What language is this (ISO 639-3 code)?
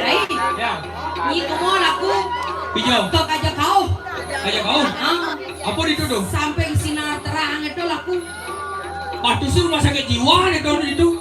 ban